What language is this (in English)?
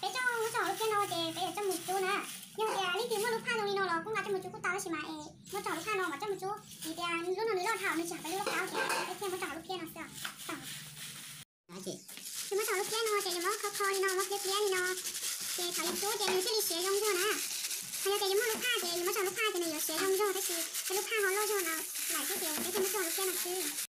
Hmong